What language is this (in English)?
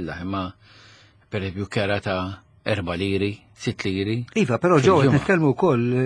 Maltese